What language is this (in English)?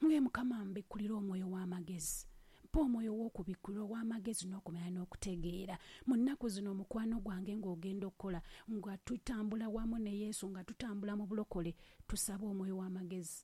Ganda